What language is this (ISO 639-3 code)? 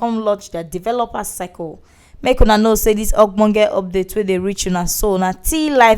pcm